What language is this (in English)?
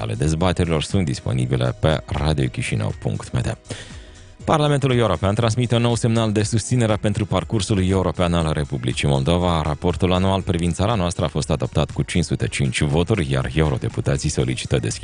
Romanian